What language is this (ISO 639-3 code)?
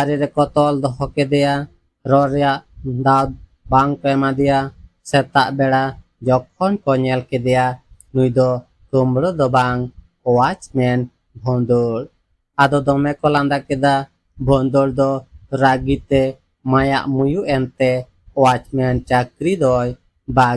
sat